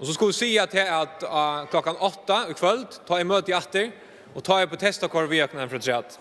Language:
Faroese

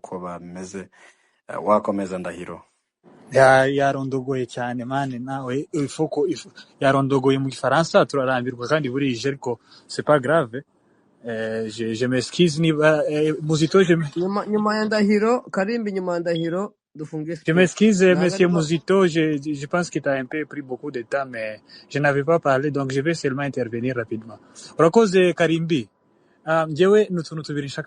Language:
Kinyarwanda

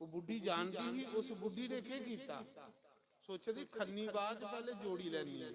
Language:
Dogri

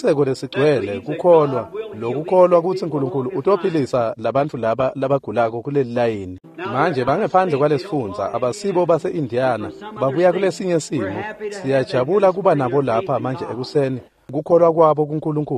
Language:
Swati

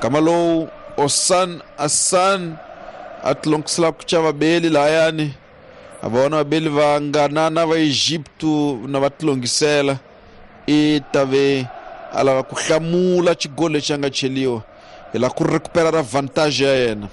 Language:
Tsonga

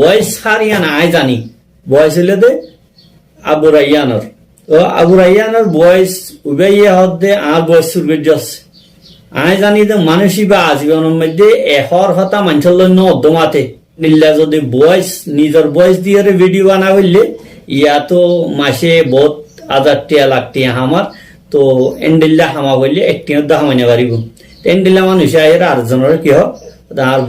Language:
Rohingya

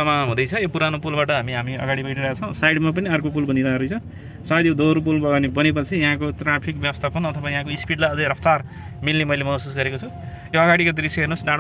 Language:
Nepali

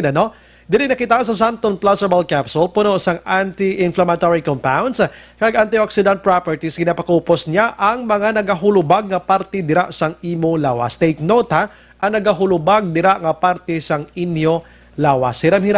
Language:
Hiligaynon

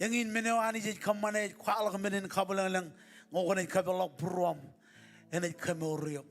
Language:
Marshallese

